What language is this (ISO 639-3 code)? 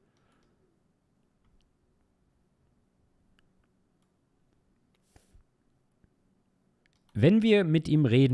deu